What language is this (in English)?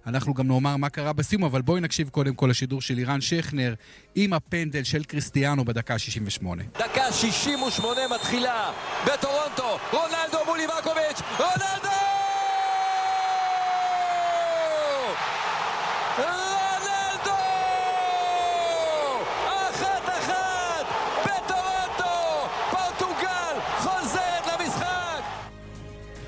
Hebrew